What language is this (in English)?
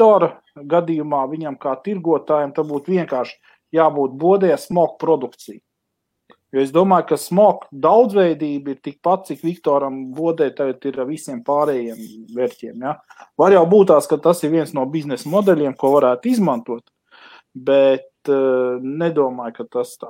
Latvian